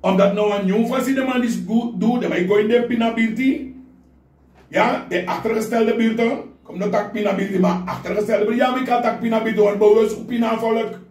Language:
Sranan Tongo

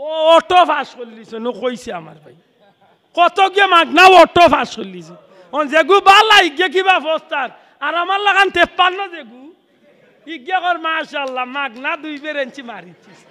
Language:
Sylheti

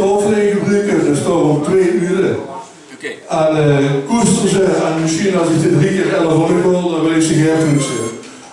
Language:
Limburgish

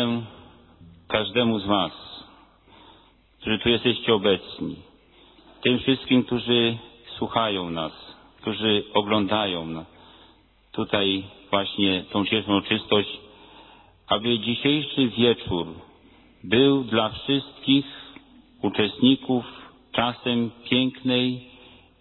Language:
Polish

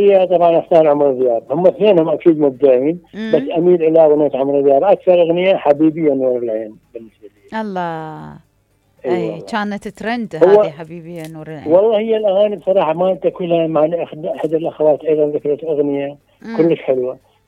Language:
Mesopotamian Arabic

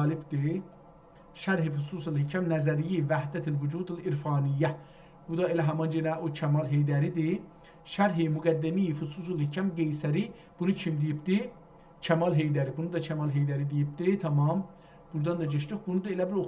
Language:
South Azerbaijani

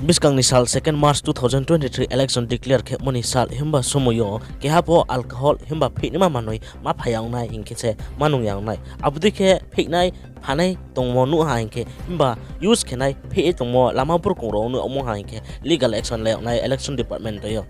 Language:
Riang (India)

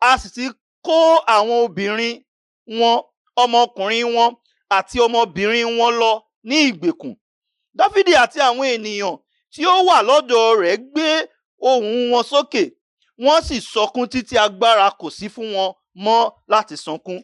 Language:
Yoruba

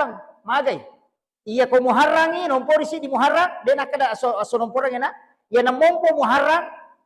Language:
Buginese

